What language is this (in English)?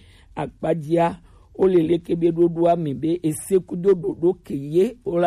Gen